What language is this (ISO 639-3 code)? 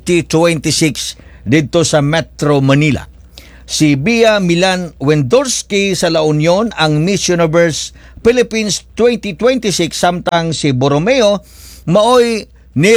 ceb